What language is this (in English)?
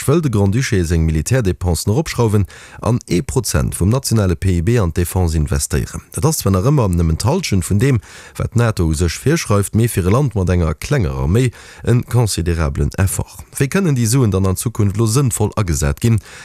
Luxembourgish